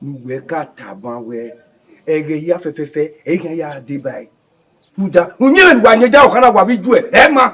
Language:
Bini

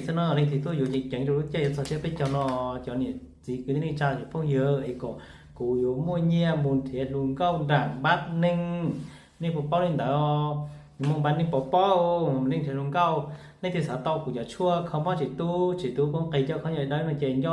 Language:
Hmong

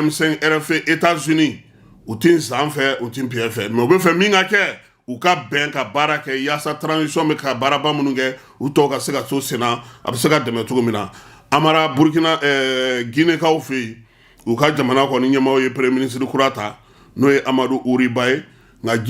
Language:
Bambara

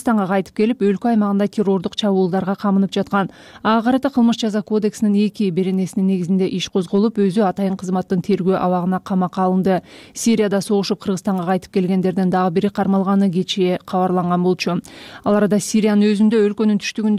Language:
Kyrgyz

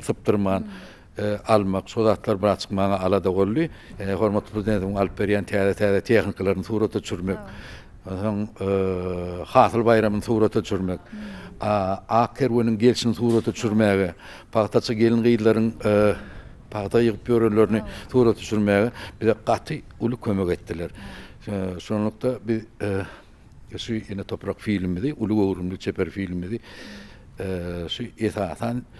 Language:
Turkmen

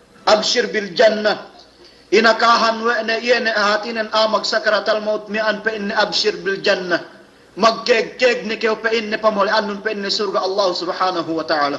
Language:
Yakan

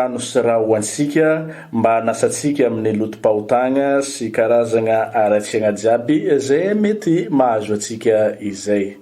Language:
Malagasy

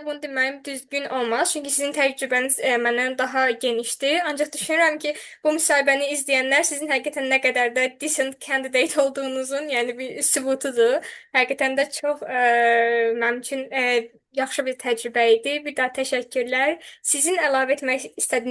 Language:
Azerbaijani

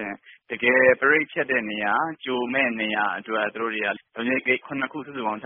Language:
Burmese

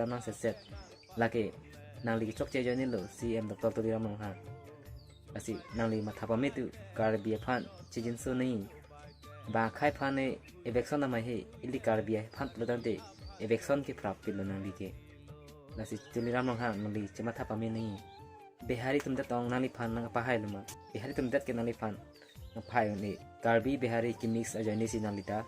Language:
Karbi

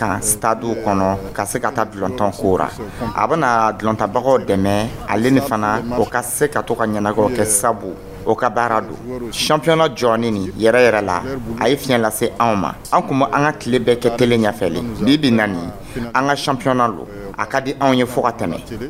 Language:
Dyula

